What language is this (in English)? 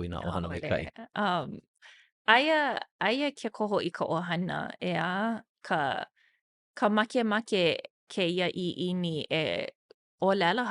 Hawaiian